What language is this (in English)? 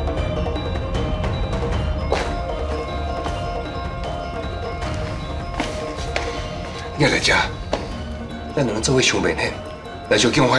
Min Nan Chinese